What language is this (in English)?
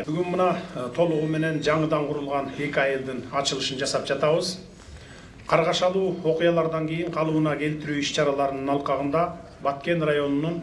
Kyrgyz